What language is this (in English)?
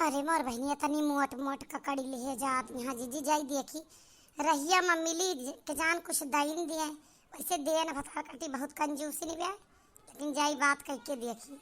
Awadhi